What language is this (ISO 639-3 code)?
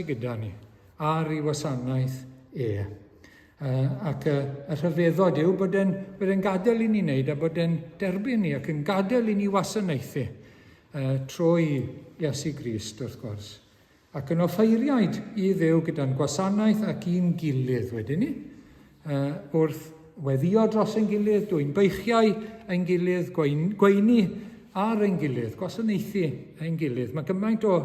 cym